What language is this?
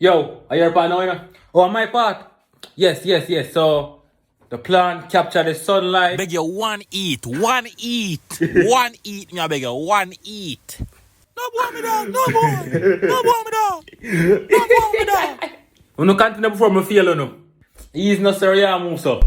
Jamaican Creole English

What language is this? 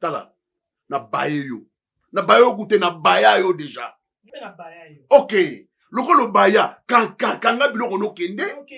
Lingala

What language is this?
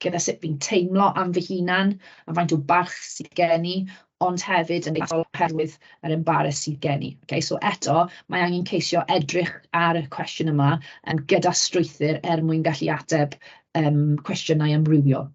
Welsh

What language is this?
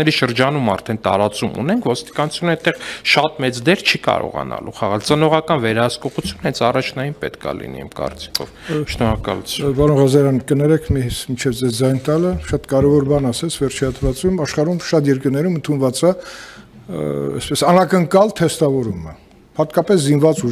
Armenian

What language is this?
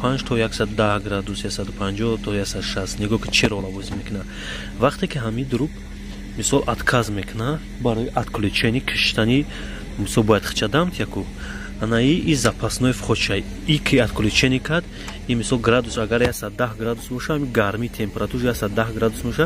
Tajik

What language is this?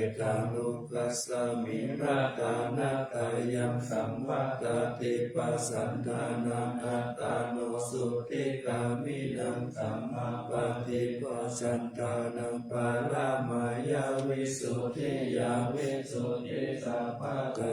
Pali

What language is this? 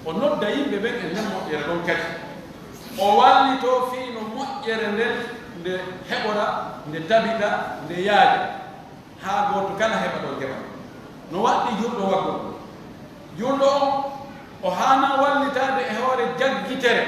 Pular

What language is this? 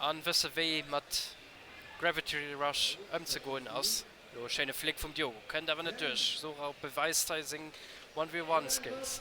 Luxembourgish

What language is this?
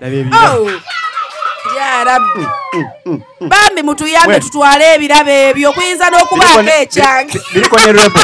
Ganda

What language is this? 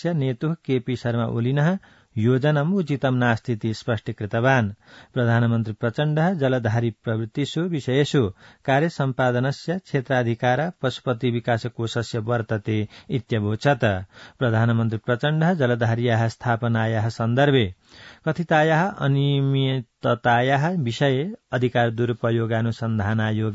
Sanskrit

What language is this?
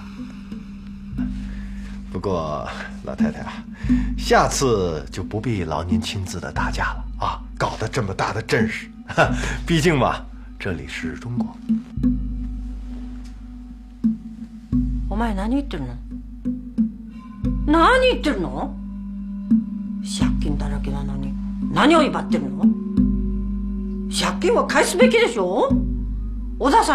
Chinese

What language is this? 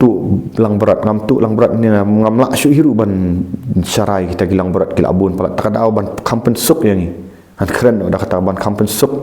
Khasi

